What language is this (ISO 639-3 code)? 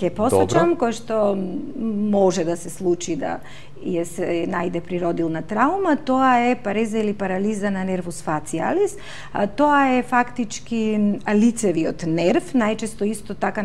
mkd